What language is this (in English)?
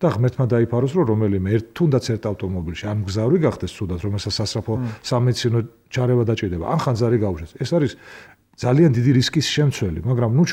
Georgian